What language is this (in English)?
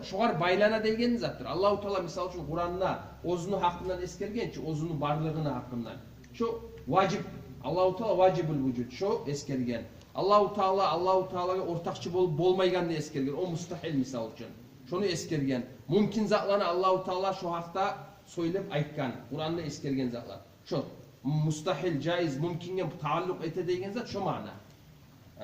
Kumyk